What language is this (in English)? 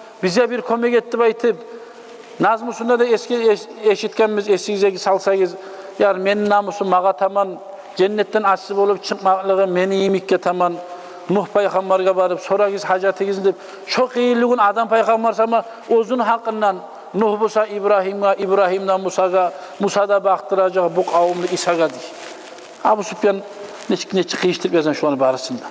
Kumyk